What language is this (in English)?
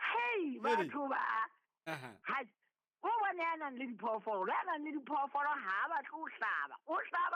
Southern Sotho